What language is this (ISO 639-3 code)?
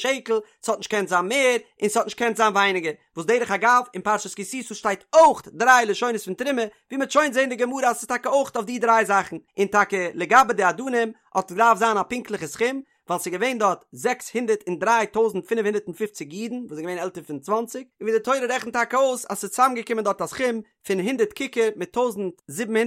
yid